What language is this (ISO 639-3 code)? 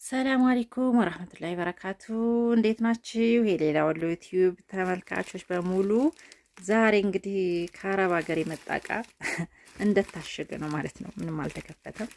amh